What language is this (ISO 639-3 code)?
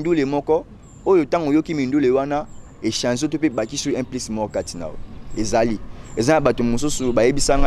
lin